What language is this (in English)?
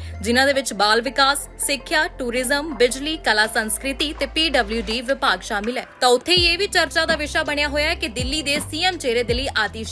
Punjabi